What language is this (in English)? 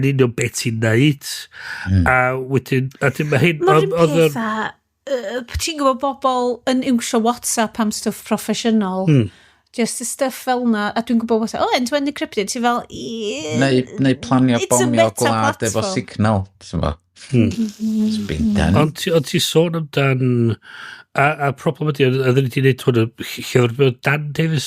Welsh